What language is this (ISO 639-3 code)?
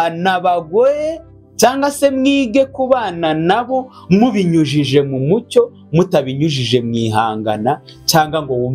kin